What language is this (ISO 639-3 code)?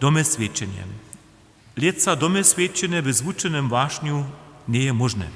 hsb